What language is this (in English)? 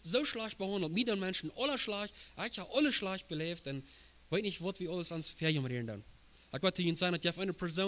Plautdietsch